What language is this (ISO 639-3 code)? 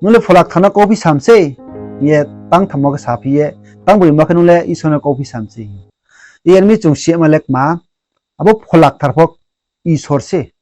ria